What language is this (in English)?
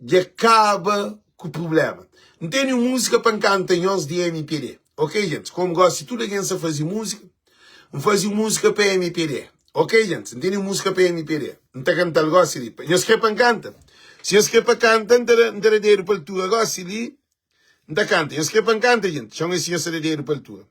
Kabuverdianu